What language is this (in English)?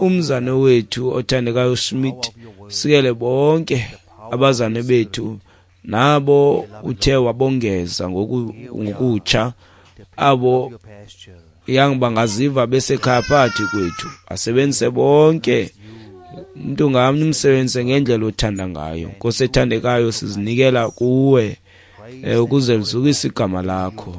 Xhosa